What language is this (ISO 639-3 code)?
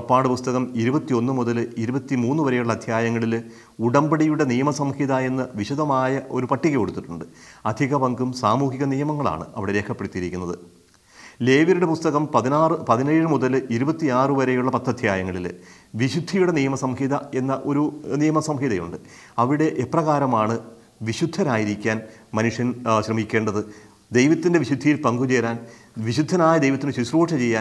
mal